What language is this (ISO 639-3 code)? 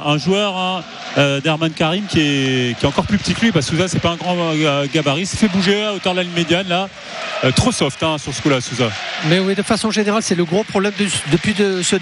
fra